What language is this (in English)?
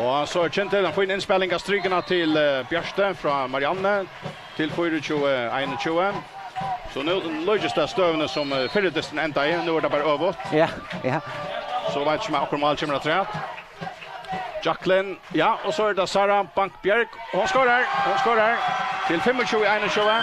Faroese